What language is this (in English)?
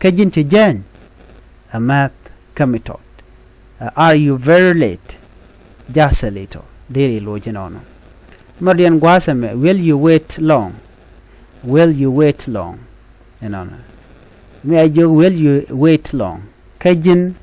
Nuer